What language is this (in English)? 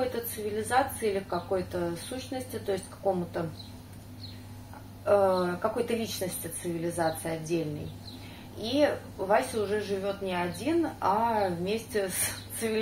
Russian